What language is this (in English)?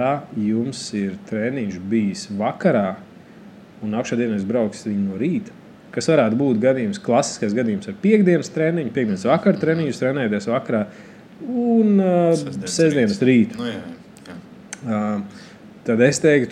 Latvian